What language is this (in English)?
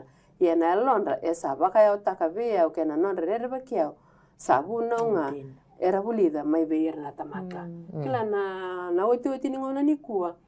Fijian